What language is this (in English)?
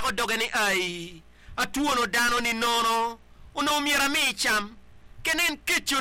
Acoli